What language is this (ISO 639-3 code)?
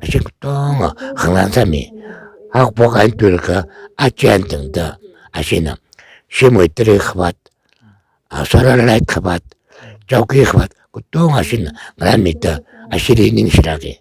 nmf